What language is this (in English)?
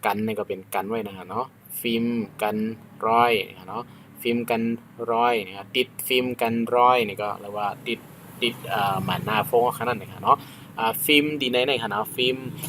Shan